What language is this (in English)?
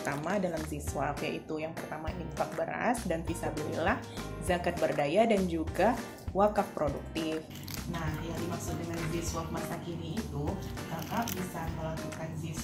Indonesian